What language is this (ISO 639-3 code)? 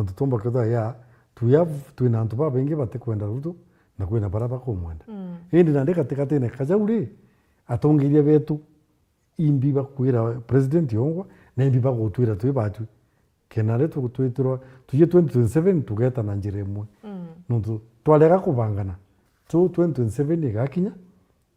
mer